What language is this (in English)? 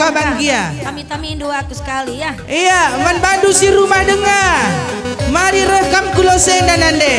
Batak Karo